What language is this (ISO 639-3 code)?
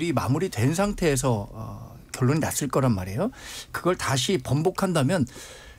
kor